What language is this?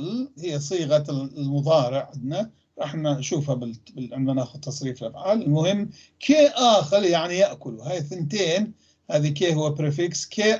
North Levantine Arabic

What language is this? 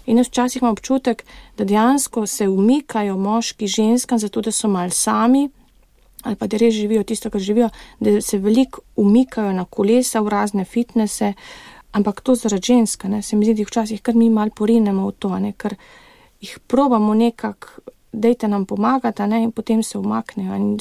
Slovenian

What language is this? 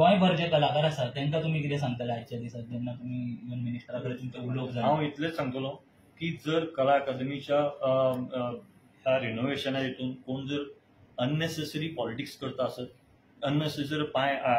Konkani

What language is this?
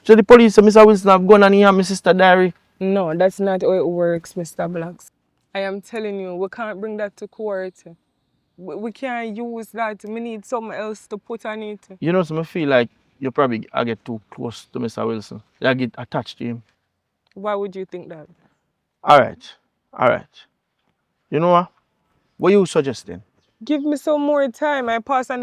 Jamaican Creole English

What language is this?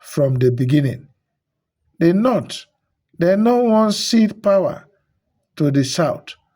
Nigerian Pidgin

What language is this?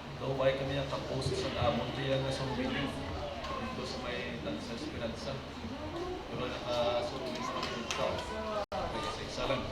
Hiligaynon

